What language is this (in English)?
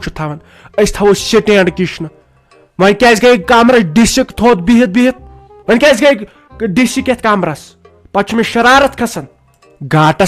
Kashmiri